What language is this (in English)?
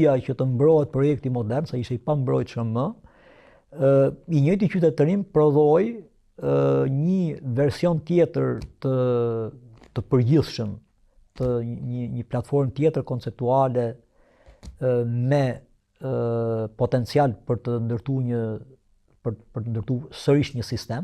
Albanian